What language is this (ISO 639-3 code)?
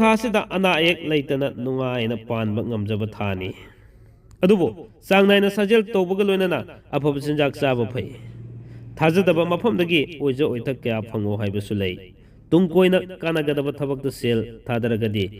mni